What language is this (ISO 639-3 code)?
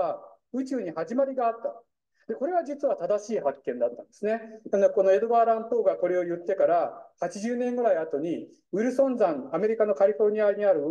jpn